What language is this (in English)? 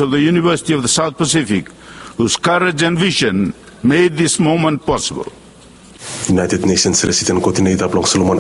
Bislama